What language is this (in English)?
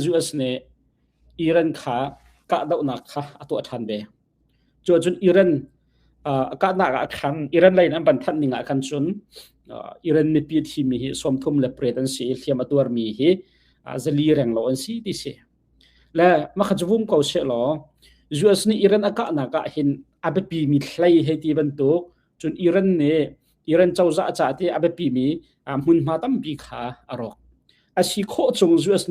Hakha Chin